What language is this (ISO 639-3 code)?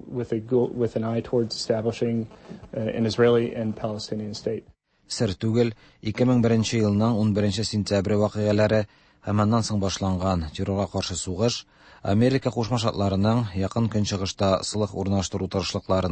tat